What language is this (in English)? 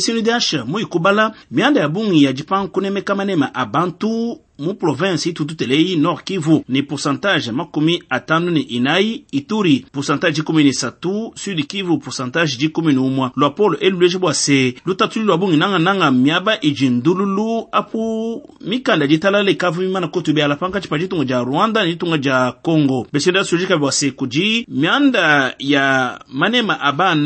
Luba-Lulua